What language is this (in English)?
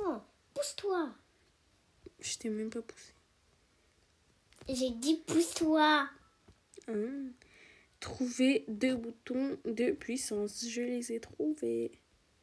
French